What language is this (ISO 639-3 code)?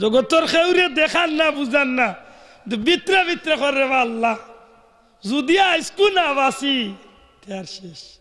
syl